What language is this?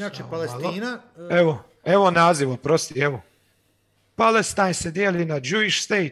Croatian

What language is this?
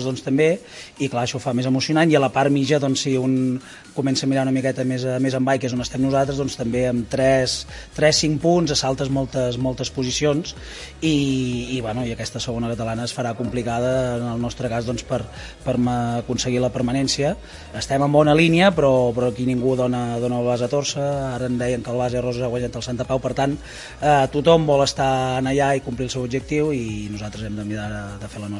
Catalan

